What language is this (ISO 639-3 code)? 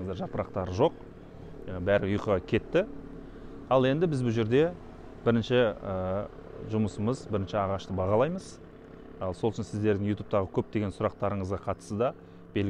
kaz